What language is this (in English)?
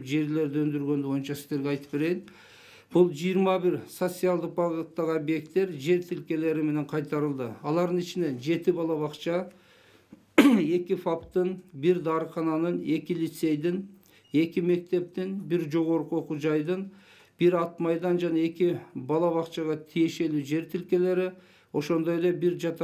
Kyrgyz